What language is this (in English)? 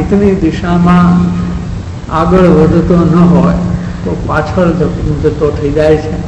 Gujarati